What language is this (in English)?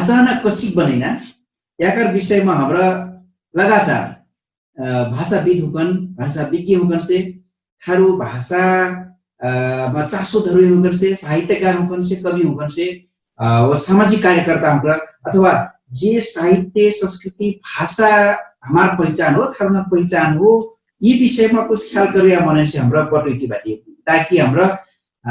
Dangaura Tharu